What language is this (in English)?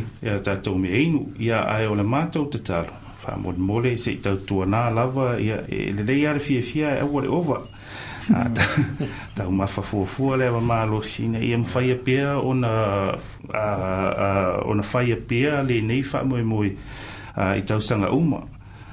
Samoan